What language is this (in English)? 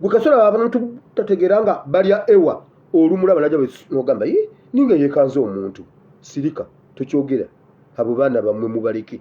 Ganda